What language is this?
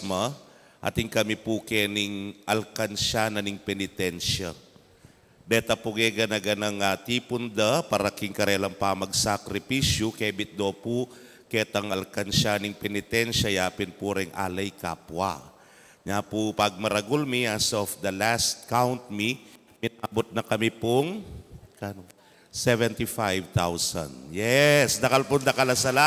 Pampanga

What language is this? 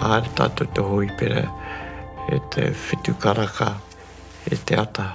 Māori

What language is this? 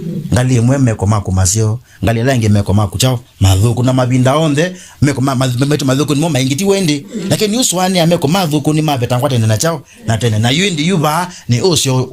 Kamba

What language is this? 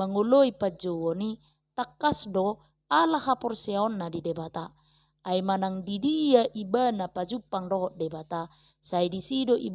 Batak Toba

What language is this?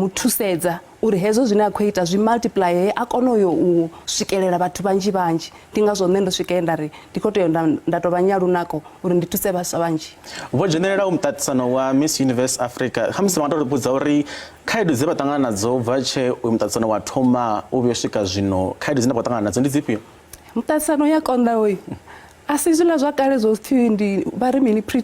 Venda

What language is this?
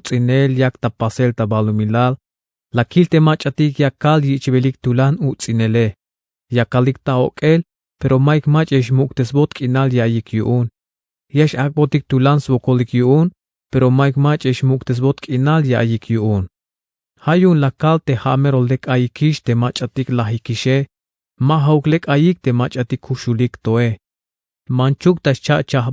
Tzeltal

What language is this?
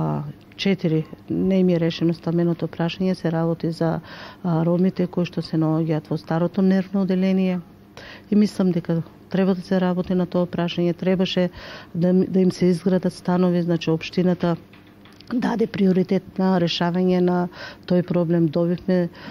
Macedonian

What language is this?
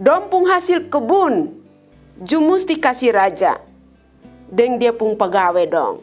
Kupang Malay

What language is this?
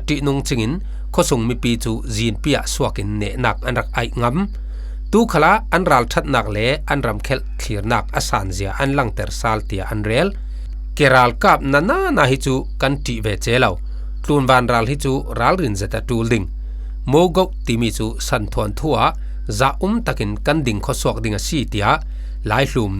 Falam Chin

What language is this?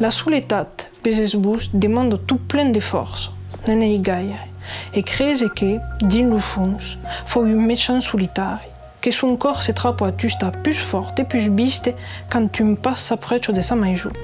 Occitan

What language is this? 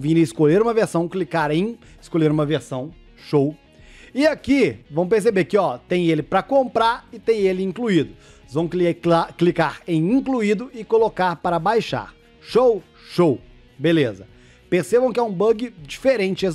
Portuguese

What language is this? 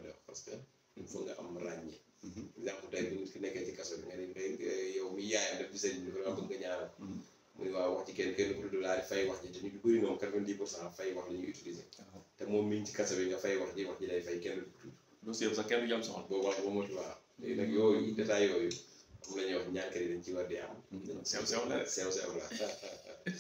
Wolof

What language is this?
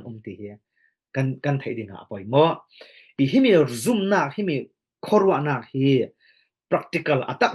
Falam Chin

